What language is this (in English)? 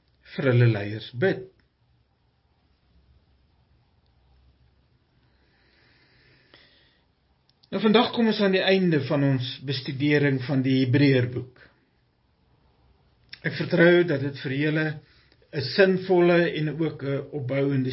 Afrikaans